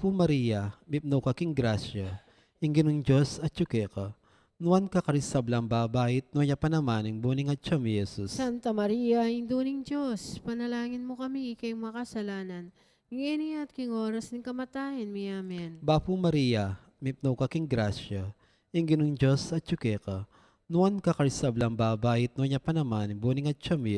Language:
Pampanga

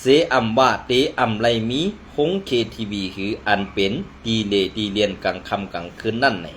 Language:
Shan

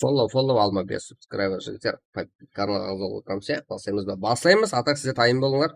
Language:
Kara-Kalpak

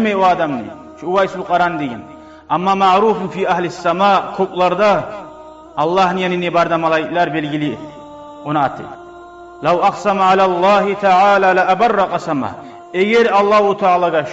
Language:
Kumyk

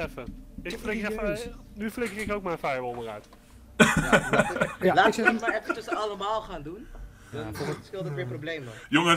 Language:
Dutch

